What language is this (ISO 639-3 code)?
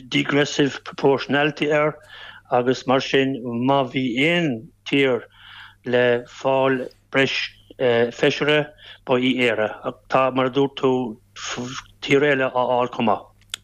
gle